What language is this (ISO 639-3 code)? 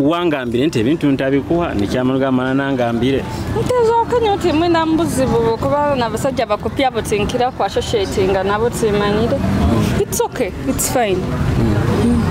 nyo